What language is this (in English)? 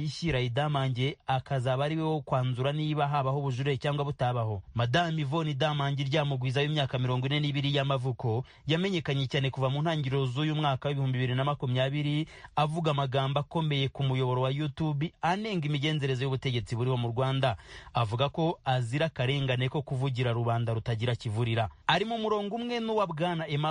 Kinyarwanda